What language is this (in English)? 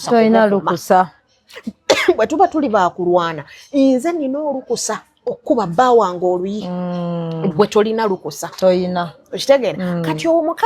Ganda